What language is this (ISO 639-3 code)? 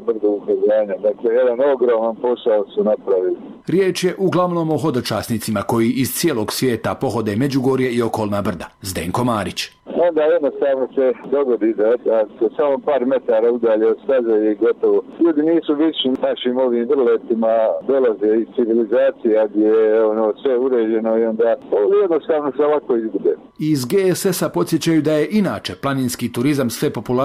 hrv